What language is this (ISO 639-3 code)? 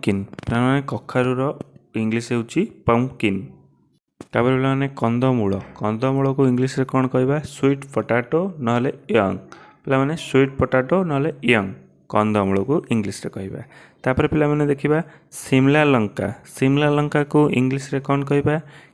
ori